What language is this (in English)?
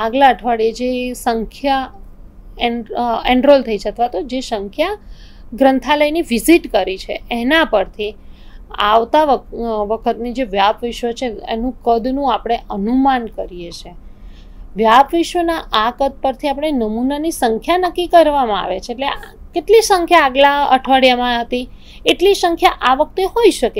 Gujarati